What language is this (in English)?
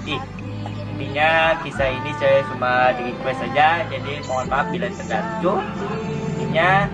Banjar